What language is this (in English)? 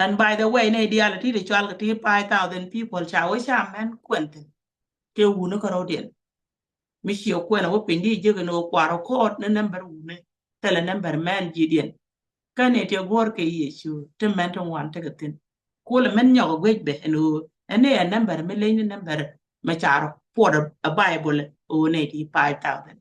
Nuer